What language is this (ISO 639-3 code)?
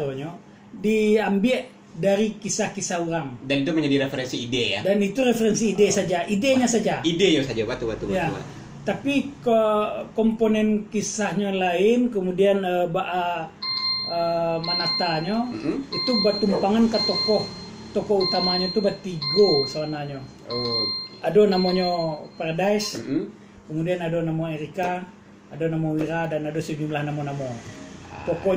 min